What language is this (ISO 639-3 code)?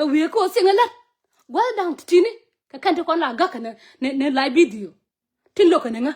nus